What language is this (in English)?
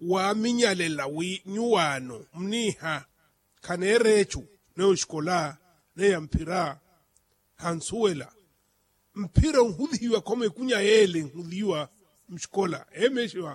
Makhuwa